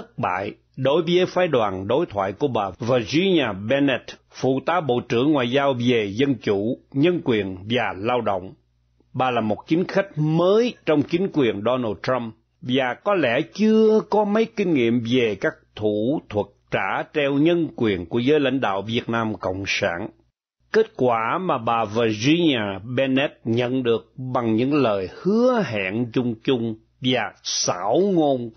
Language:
Vietnamese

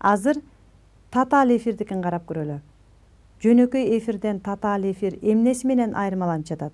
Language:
Kyrgyz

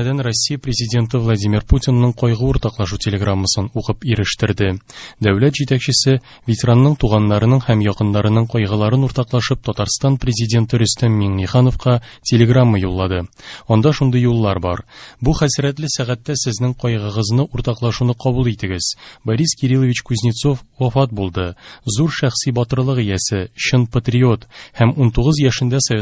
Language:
Tatar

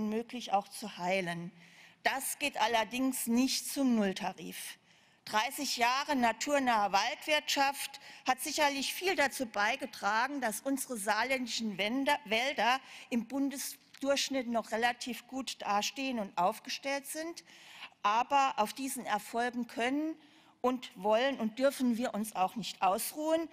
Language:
German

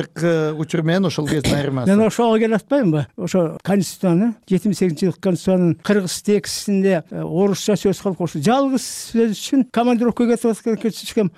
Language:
Kyrgyz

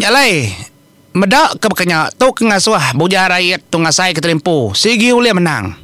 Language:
Iban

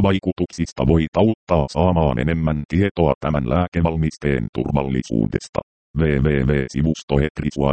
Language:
Finnish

